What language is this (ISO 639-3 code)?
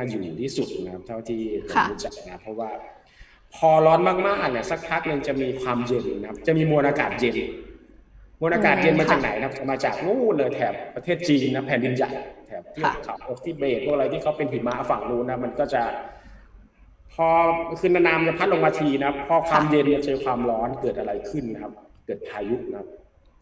tha